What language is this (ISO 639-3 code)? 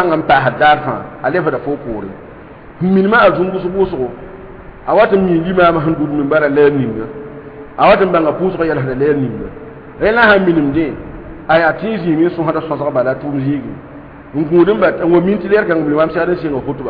mos